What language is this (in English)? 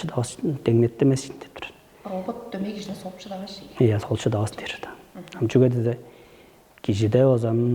Tuvinian